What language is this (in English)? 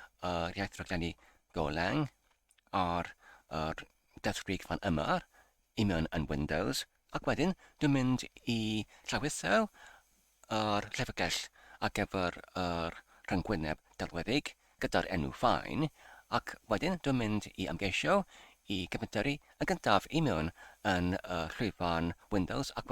Welsh